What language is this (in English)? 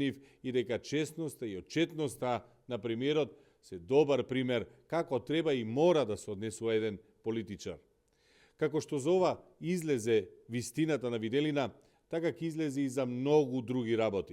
Macedonian